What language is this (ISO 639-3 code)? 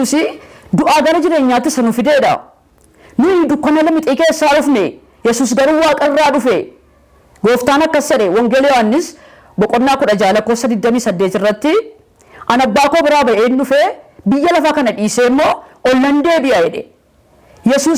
orm